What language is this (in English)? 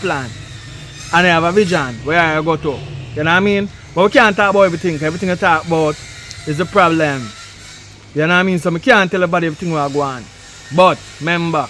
Jamaican Creole English